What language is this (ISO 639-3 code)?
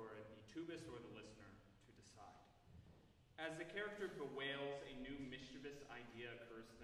eng